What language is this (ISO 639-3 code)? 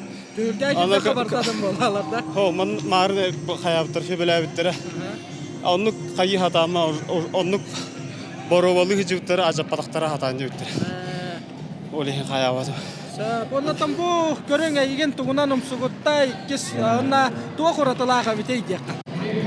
sah